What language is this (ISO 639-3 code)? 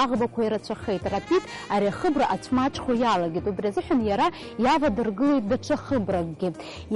abk